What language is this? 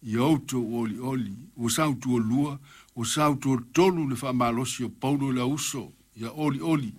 Samoan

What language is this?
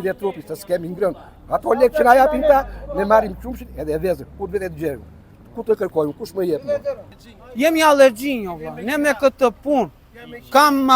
Albanian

